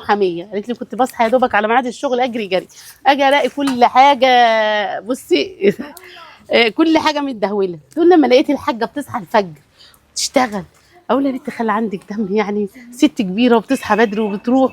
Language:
Egyptian Arabic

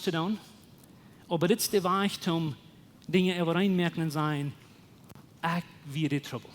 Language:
Plautdietsch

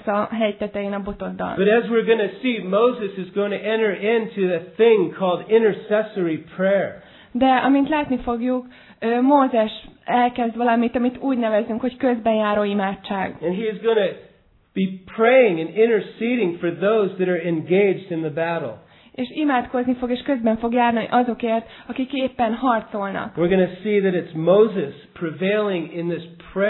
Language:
Hungarian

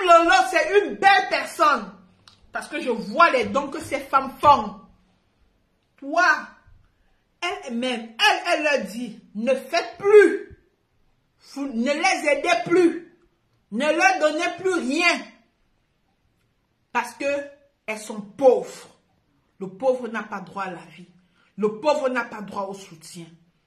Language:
French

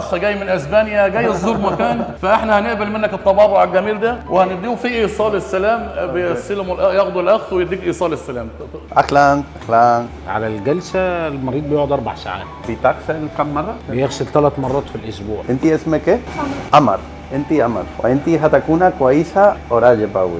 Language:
Egyptian Arabic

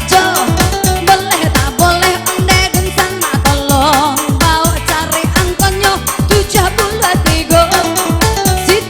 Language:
Minangkabau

